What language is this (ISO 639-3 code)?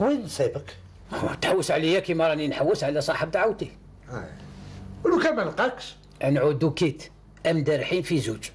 arq